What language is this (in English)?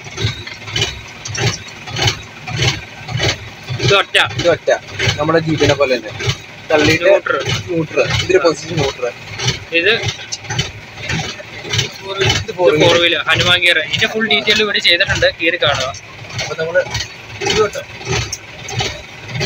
Malayalam